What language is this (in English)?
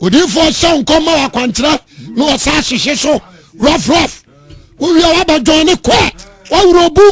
Akan